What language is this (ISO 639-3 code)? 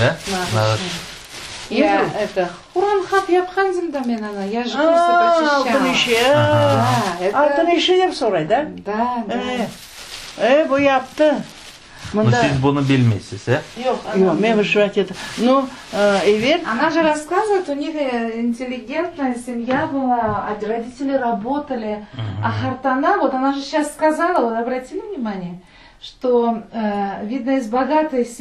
crh